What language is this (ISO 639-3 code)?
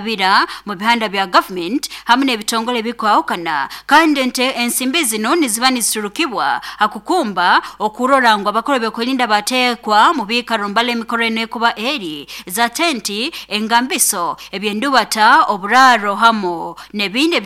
nyo